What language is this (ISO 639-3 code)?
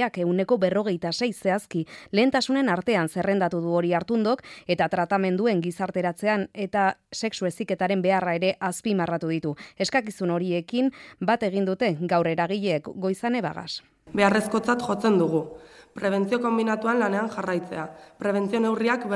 eus